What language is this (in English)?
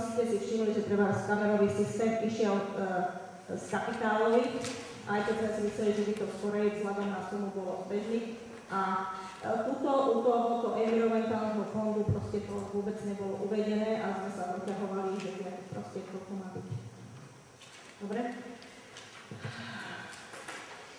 Slovak